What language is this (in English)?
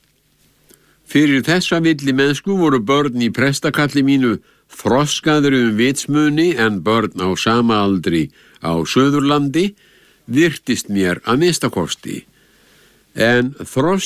Icelandic